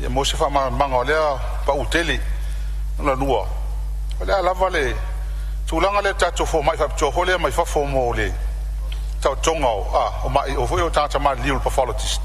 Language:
Samoan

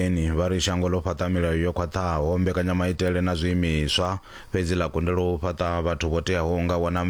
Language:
Venda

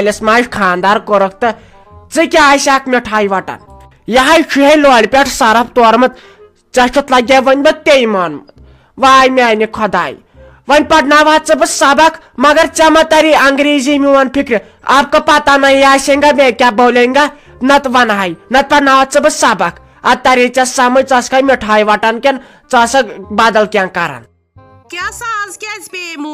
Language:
Kashmiri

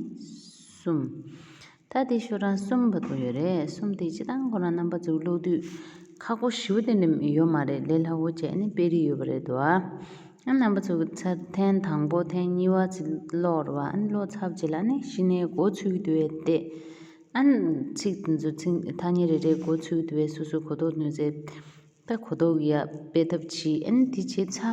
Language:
Tibetan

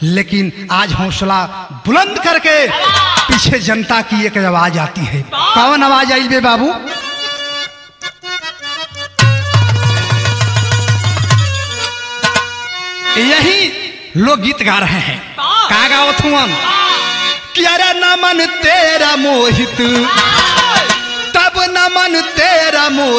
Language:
Bhojpuri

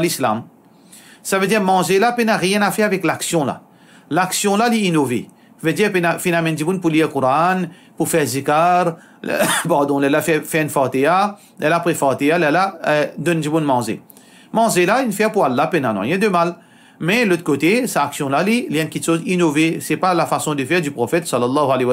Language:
Morisyen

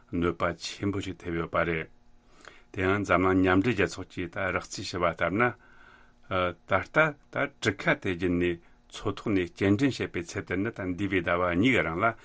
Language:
Tibetan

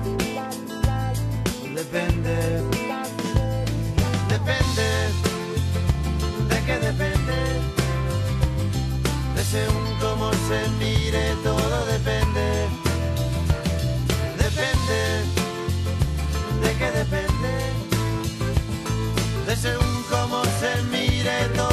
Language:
Spanish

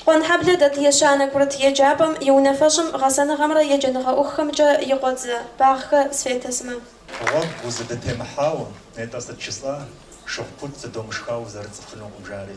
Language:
Kabardian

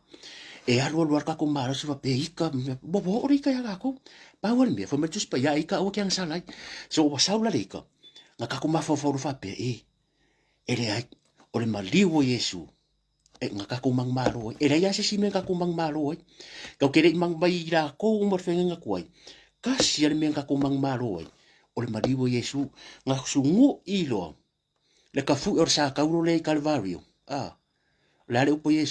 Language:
Samoan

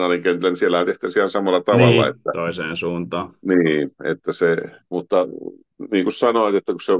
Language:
Finnish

